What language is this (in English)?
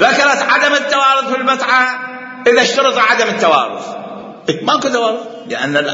Mesopotamian Arabic